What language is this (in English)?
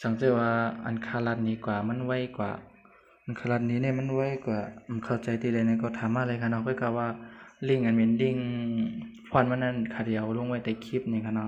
Shan